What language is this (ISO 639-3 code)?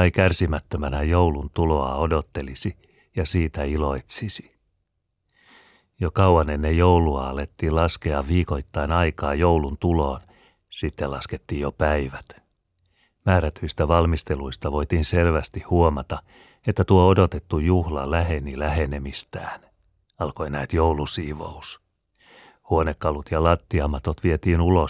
fin